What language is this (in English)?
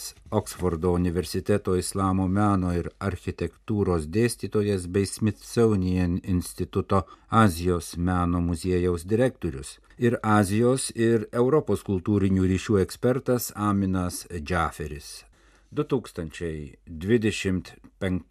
Lithuanian